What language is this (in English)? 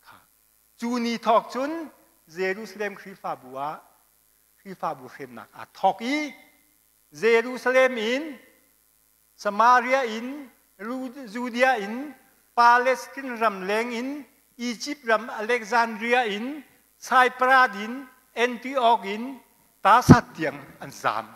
Hakha Chin